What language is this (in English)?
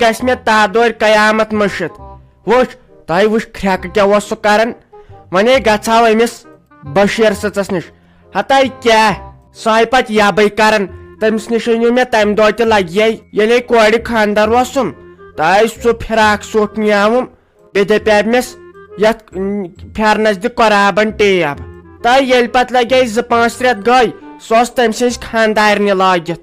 Kashmiri